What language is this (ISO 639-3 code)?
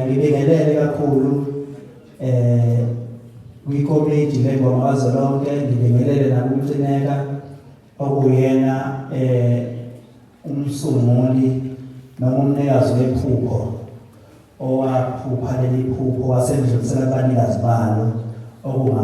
zul